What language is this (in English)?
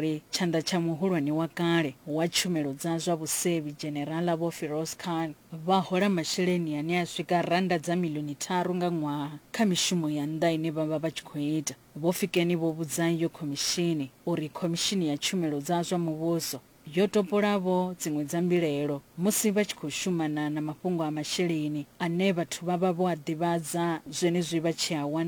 Venda